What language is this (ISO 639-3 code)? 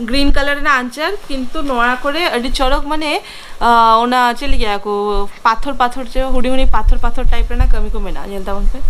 sat